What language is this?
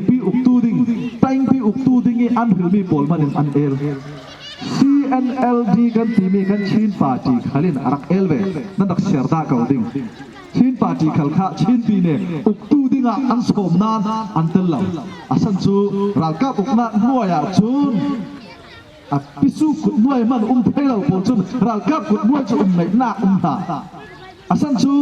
Falam Chin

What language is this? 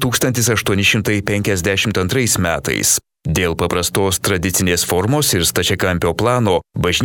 Lithuanian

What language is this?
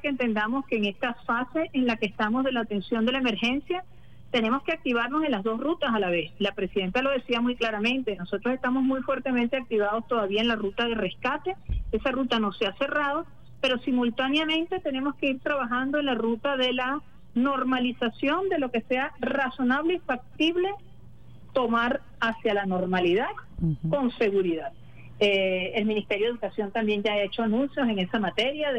Spanish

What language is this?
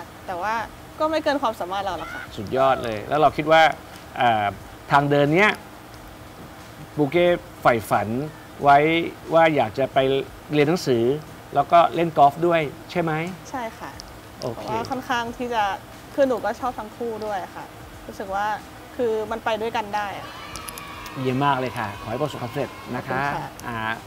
Thai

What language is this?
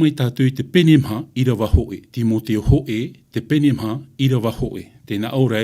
Tahitian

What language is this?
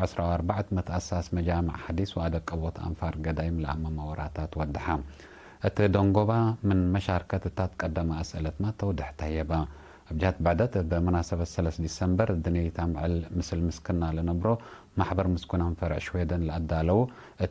Tigre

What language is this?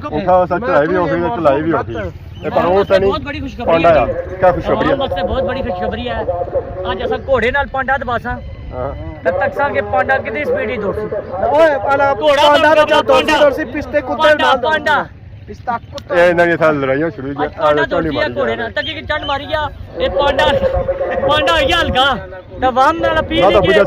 Pahari-Potwari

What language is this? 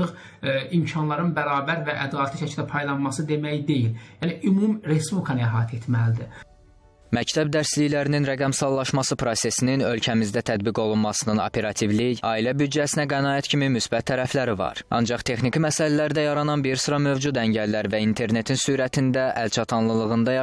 Azerbaijani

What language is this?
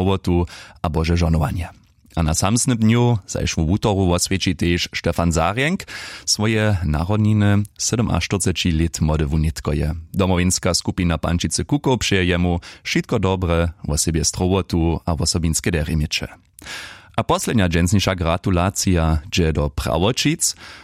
Upper Sorbian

